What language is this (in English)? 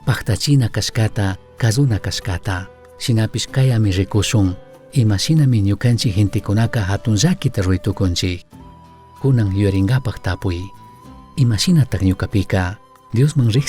Chimborazo Highland Quichua